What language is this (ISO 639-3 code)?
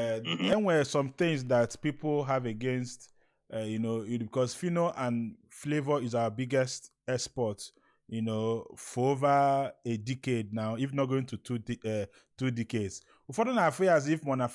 ibo